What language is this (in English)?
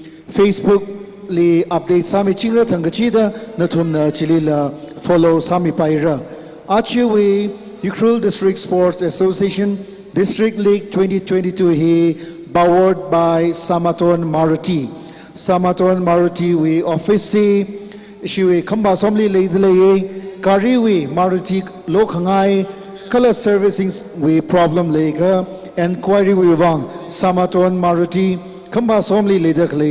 Tangkhul Naga (India)